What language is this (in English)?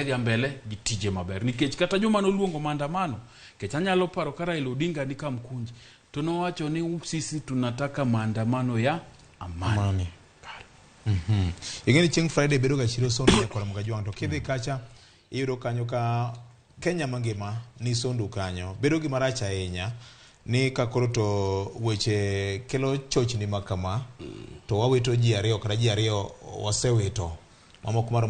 Luo (Kenya and Tanzania)